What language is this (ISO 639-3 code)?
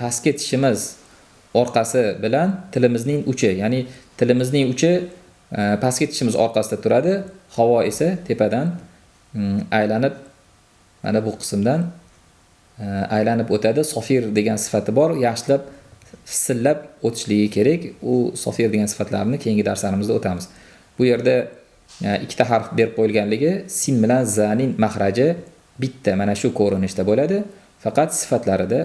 uzb